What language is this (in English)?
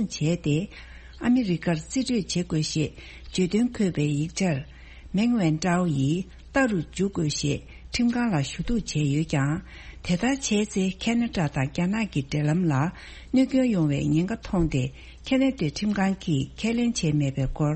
Tibetan